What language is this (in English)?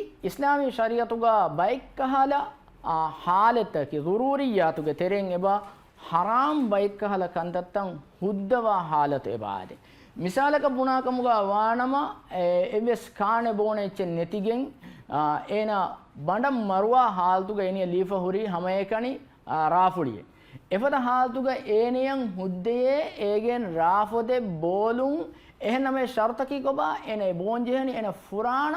Divehi